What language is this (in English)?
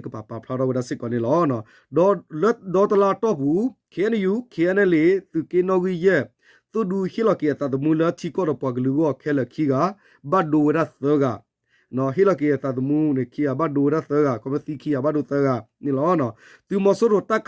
S'gaw Karen